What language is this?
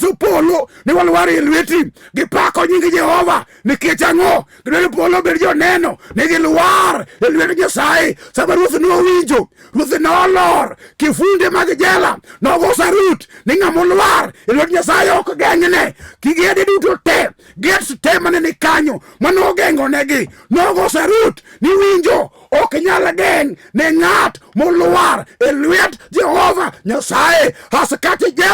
Luo (Kenya and Tanzania)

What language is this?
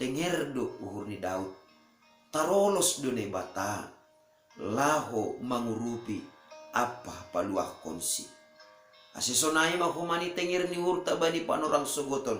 Batak Simalungun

